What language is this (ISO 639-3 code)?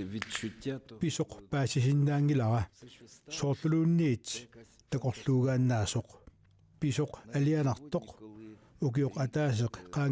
kal